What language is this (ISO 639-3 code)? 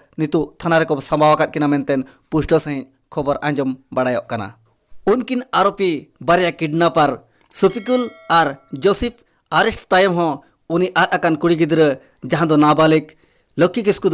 sat